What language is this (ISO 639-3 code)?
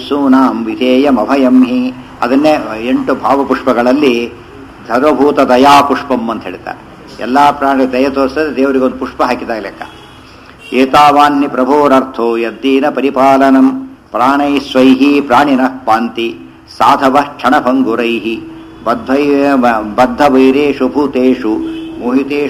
kan